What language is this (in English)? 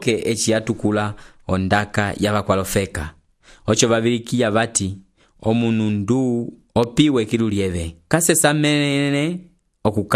Umbundu